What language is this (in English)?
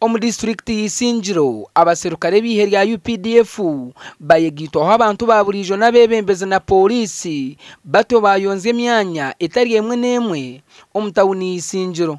Nyankole